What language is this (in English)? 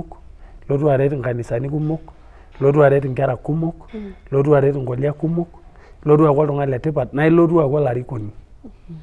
Masai